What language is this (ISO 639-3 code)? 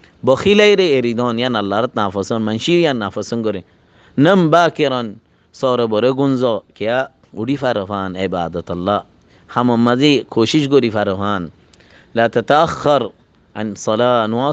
rhg